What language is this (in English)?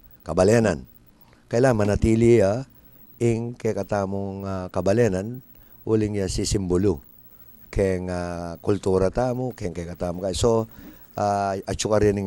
Pampanga